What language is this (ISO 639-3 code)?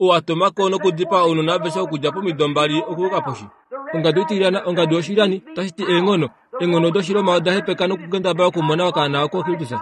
kua